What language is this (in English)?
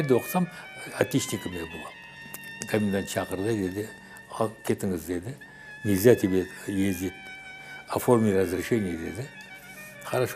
Crimean Tatar